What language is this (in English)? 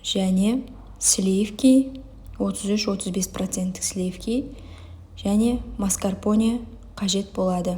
Kazakh